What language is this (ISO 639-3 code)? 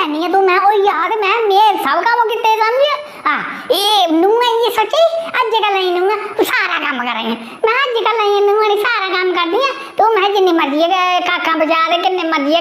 doi